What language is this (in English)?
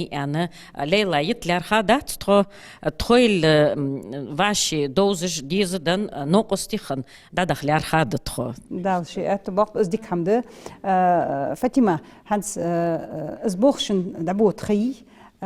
Ingush